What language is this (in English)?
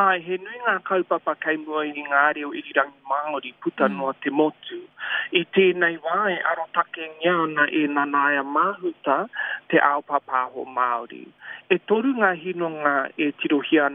Māori